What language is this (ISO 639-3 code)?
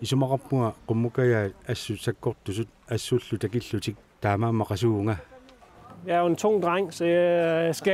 kal